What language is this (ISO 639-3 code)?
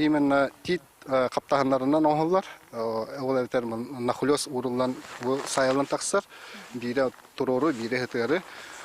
sah